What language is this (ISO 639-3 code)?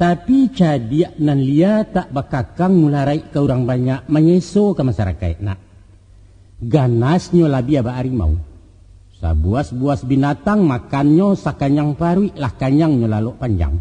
min